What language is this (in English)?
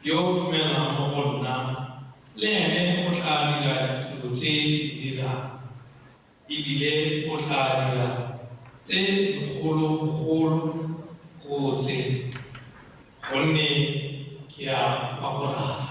Tswana